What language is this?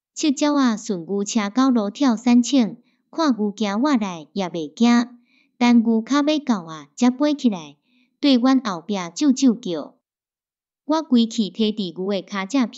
Min Nan Chinese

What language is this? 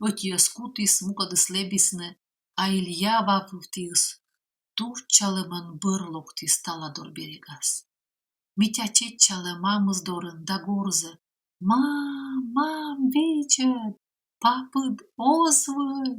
Komi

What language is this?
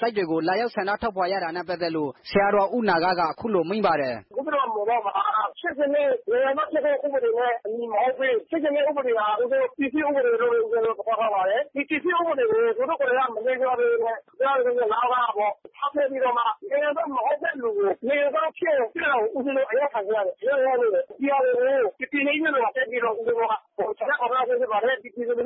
Burmese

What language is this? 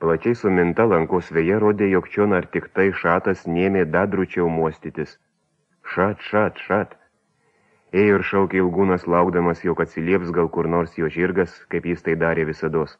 Lithuanian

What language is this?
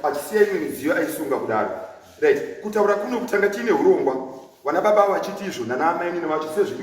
Shona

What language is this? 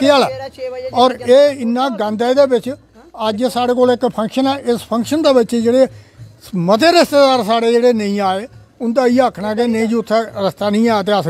Dogri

